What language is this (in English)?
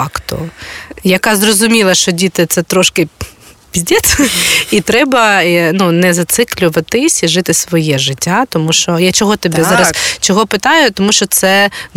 Ukrainian